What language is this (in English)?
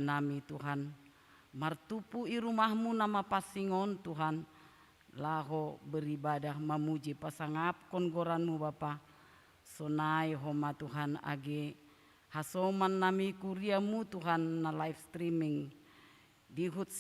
Batak Simalungun